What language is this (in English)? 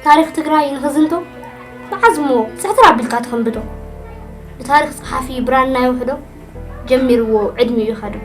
Tigrinya